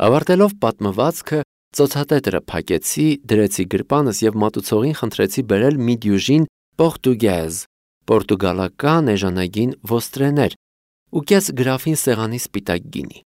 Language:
Armenian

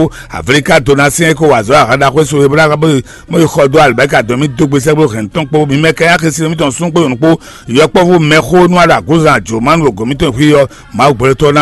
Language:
Fon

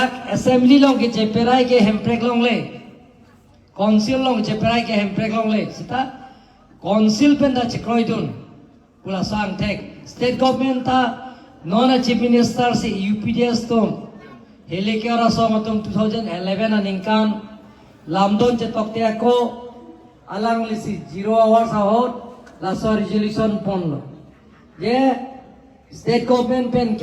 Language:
Karbi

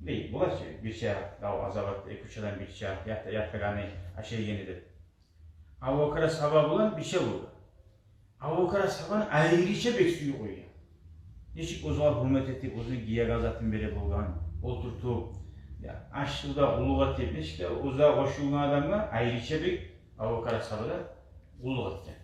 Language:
Kumyk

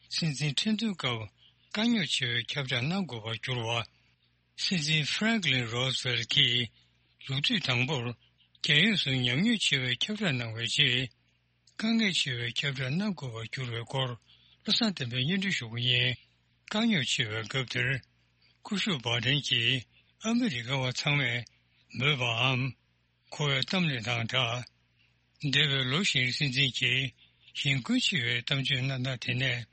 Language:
Tibetan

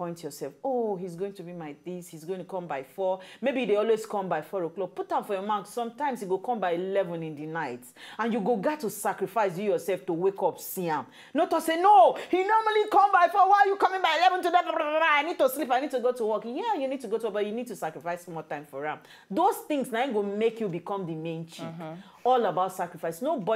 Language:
Nigerian Pidgin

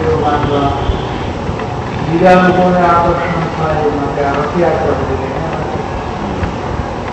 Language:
Gujarati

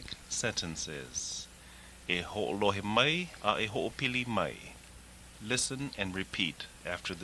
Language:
Hawaiian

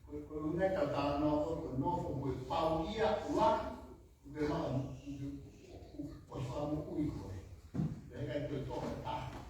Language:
Tongan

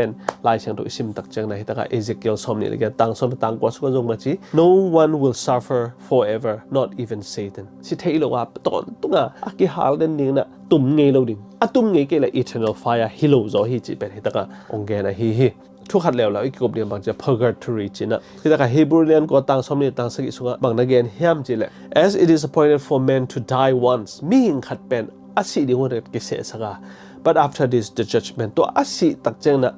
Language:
Tedim Chin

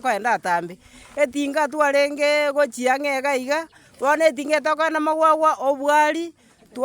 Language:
Gusii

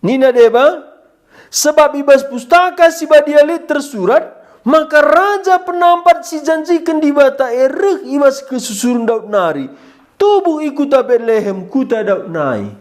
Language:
Batak Karo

